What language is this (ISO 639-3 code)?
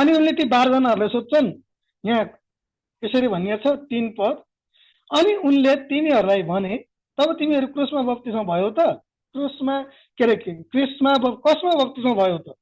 nep